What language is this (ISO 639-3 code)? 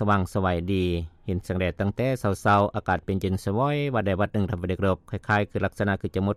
lao